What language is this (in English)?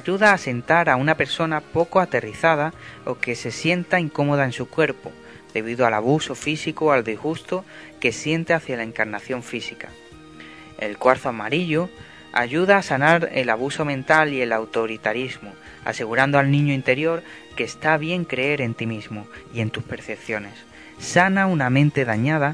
Spanish